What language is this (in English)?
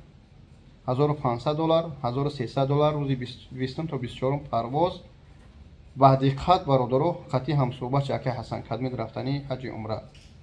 Tajik